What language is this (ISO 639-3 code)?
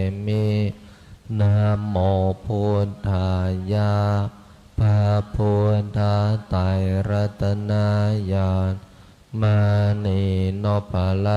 pli